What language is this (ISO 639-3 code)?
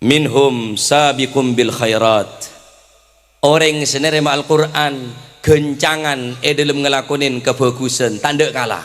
mad